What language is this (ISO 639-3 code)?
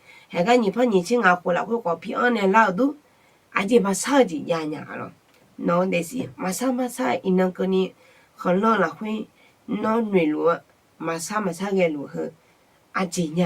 ahk